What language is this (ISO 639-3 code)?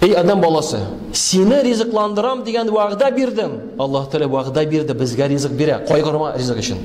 tat